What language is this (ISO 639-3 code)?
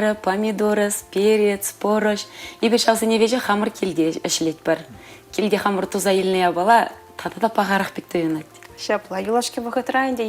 chv